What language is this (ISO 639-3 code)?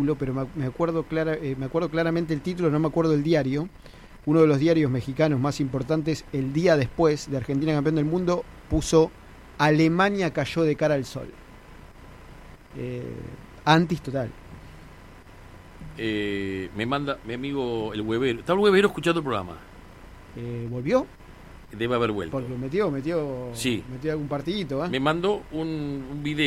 spa